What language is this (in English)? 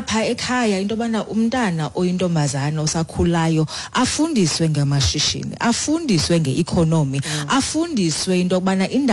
Xhosa